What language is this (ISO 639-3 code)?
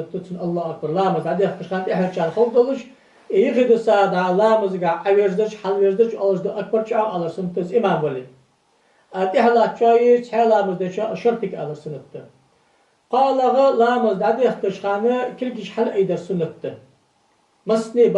inh